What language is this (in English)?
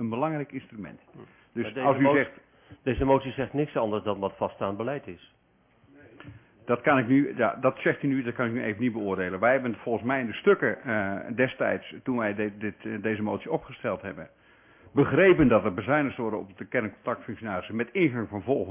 Dutch